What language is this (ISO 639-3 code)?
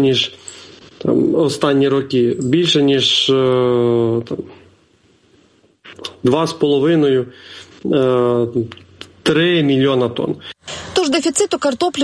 ukr